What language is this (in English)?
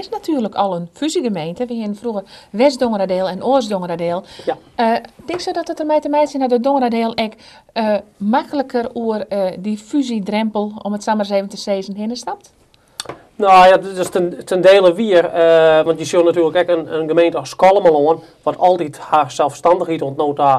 Western Frisian